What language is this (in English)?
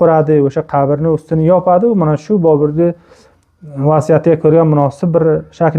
Uzbek